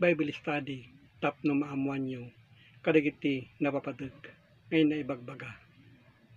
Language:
Iloko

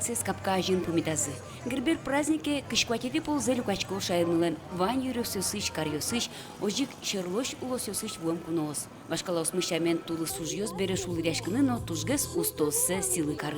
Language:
Udmurt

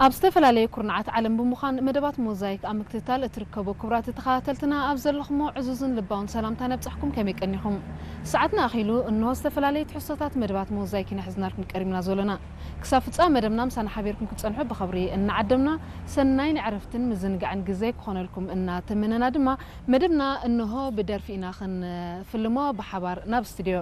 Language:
Tigrinya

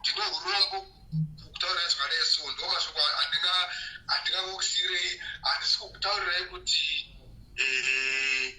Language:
Shona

